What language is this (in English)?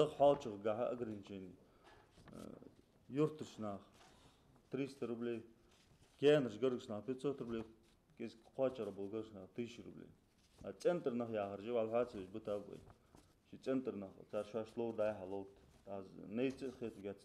Ingush